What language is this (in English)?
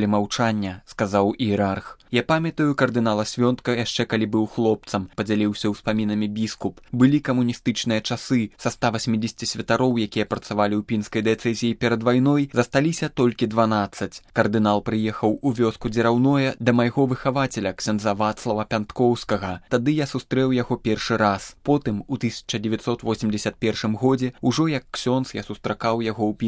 Belarusian